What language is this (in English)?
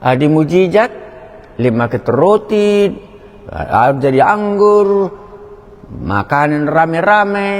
Batak Karo